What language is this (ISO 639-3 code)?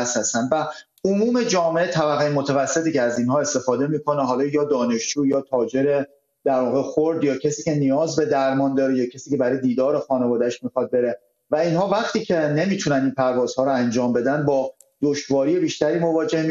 fas